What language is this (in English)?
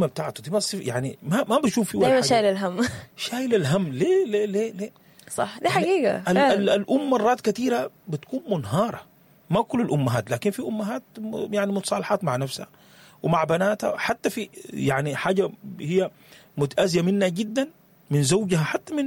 Sudanese Arabic